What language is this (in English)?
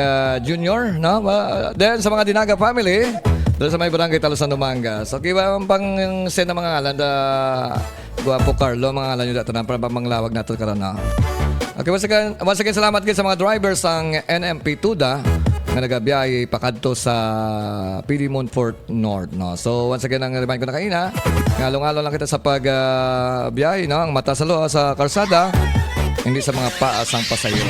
Hiligaynon